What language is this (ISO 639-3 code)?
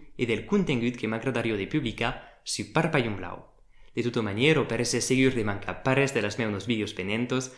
oci